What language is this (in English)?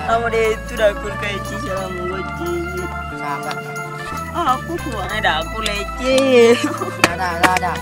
Minangkabau